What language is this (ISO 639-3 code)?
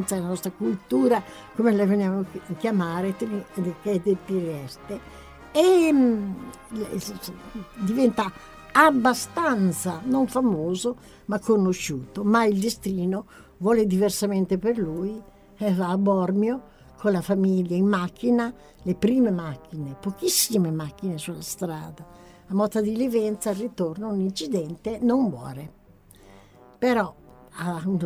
ita